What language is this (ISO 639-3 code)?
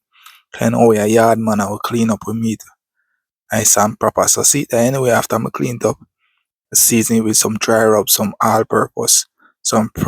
jam